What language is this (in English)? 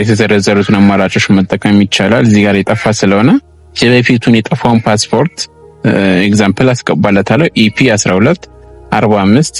Amharic